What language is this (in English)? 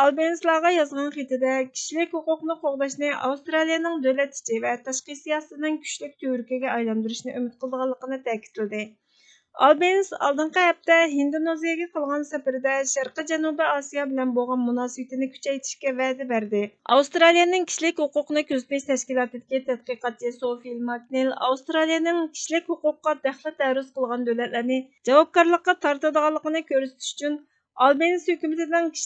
Uyghur